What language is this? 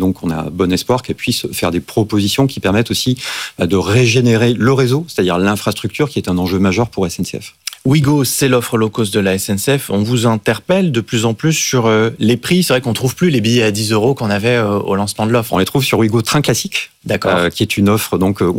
French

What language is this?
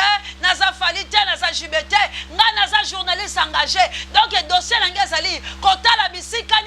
Lingala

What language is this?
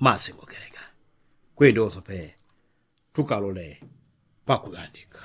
Yao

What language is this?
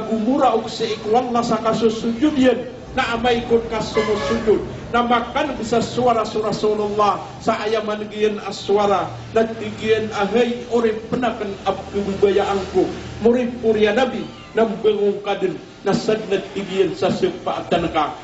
Maranao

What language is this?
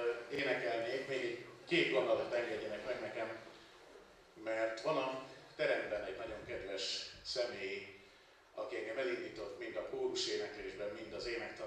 Hungarian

